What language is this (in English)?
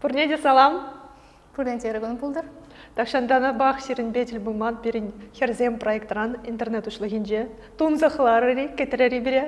Chuvash